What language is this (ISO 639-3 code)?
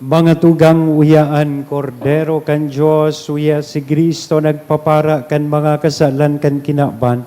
bik